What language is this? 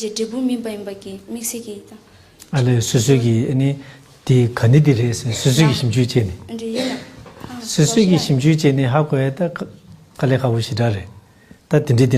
Tibetan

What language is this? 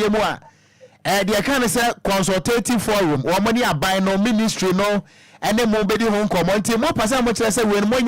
Akan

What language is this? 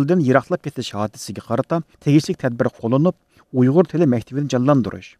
Uyghur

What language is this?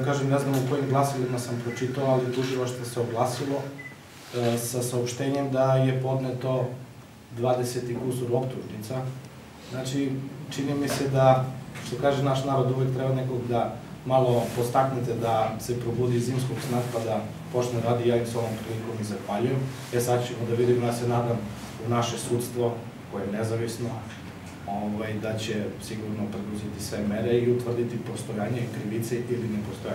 Macedonian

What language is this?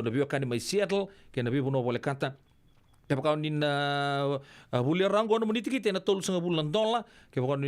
Fijian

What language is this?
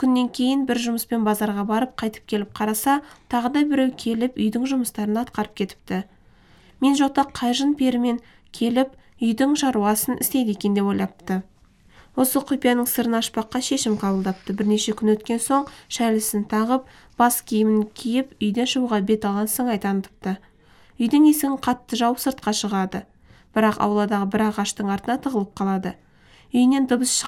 Kazakh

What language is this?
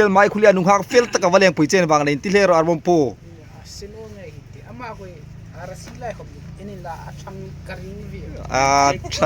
Hmar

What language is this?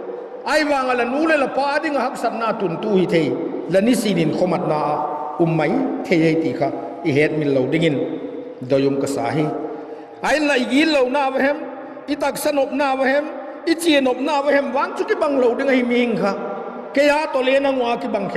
Vaiphei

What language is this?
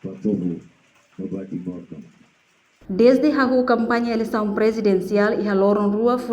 Tetum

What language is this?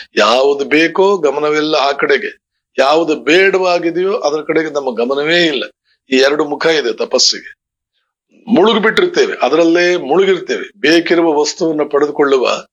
Kannada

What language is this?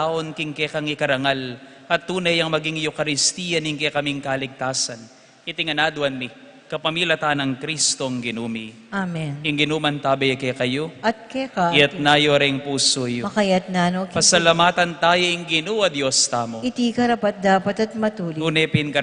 Pampanga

